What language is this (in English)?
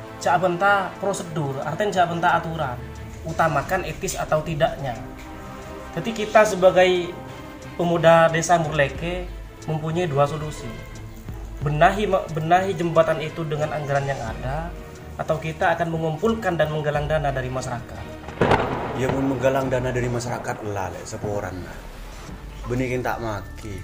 Madurese